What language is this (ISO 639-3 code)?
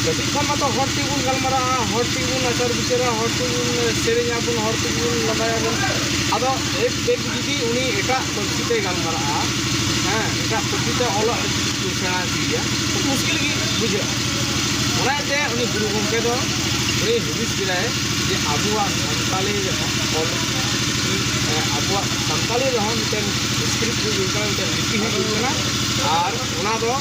sat